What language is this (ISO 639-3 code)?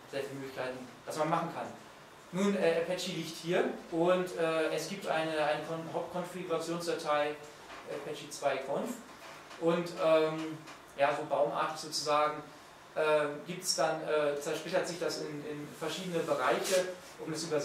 deu